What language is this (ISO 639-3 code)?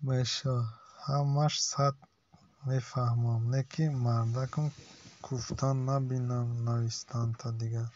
tgk